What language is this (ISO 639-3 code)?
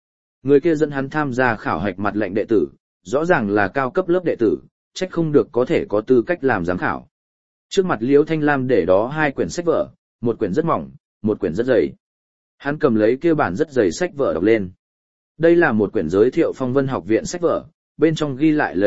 vie